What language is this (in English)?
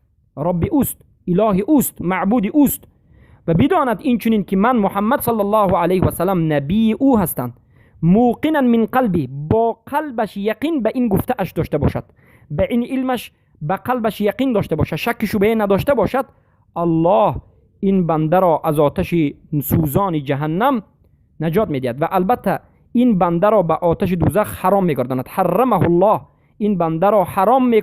Persian